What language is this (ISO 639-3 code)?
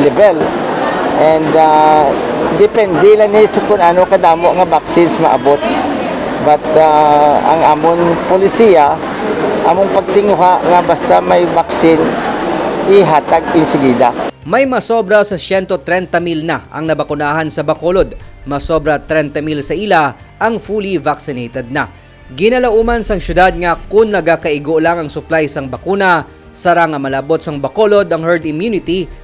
hil